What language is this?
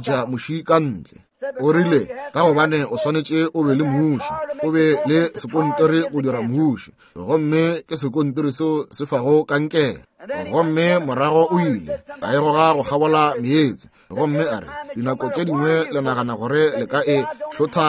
Northern Sotho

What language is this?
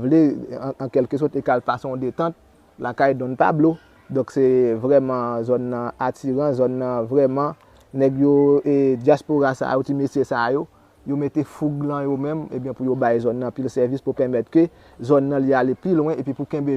Haitian Creole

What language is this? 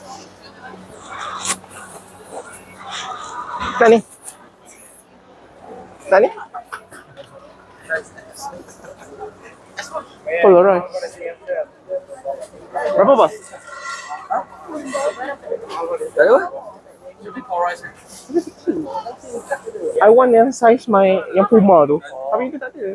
Malay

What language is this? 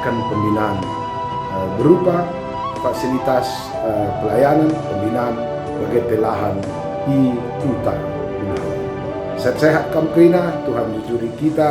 Batak Karo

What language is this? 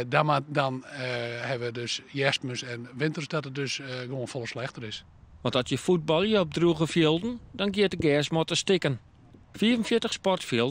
Western Frisian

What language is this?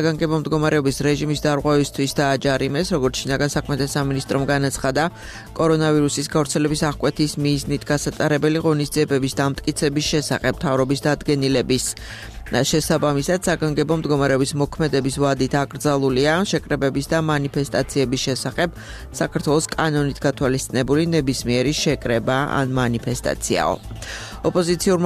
Georgian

